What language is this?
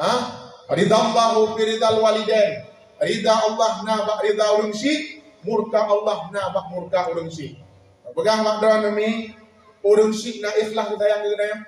Achinese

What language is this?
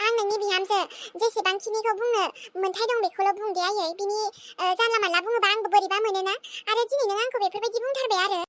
Bodo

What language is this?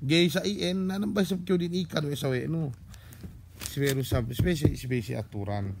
Yakan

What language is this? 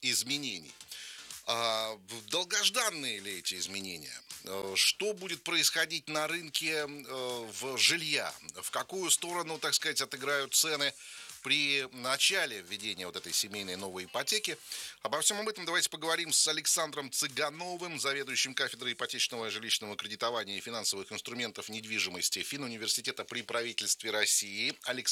Russian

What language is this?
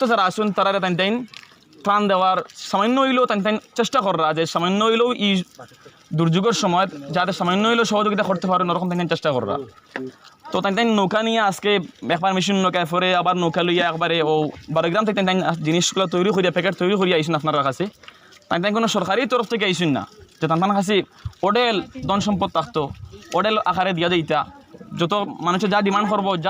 Sylheti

